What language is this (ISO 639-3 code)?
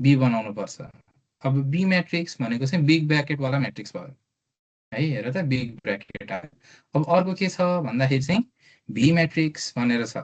nep